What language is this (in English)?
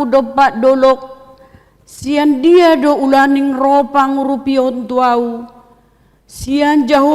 Batak Toba